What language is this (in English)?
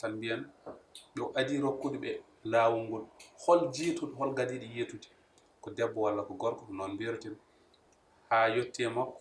Fula